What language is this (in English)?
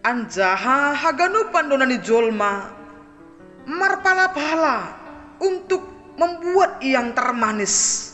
Batak Simalungun